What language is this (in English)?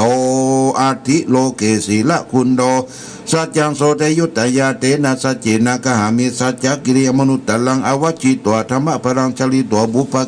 Pali